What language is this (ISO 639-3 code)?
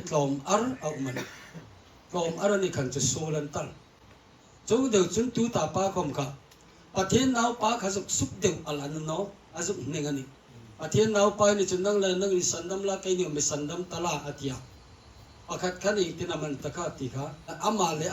hmr